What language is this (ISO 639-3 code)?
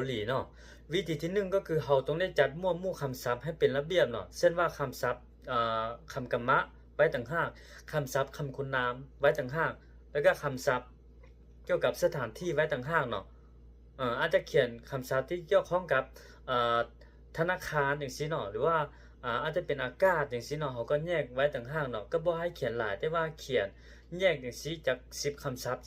lao